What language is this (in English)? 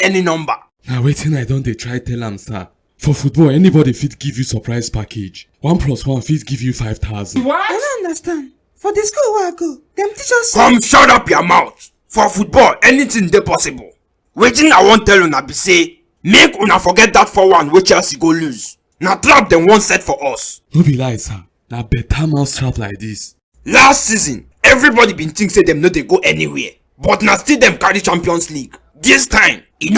Nigerian Pidgin